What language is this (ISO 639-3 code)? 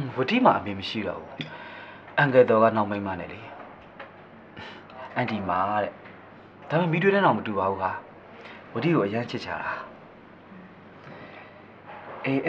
mya